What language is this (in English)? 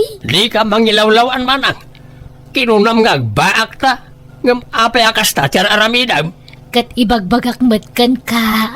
Iloko